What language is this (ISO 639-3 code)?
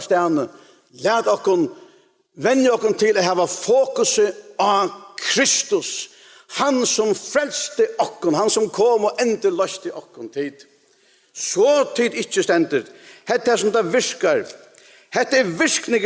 fao